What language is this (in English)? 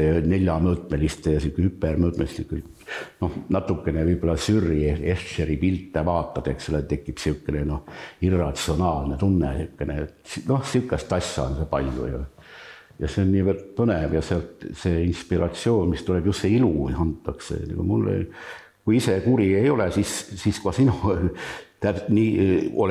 Estonian